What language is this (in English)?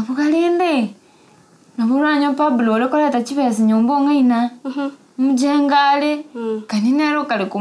Gusii